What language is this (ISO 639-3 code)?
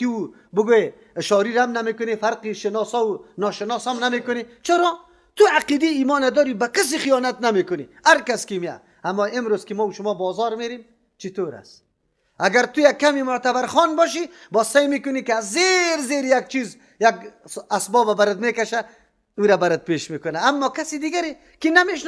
fas